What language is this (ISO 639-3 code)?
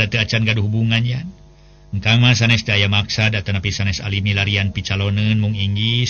sun